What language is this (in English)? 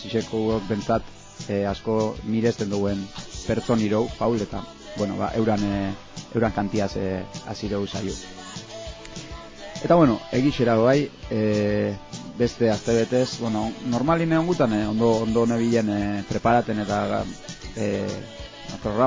Basque